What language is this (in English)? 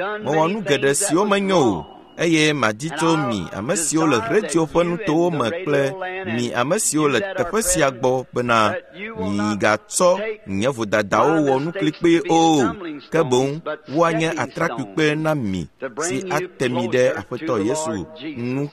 Ewe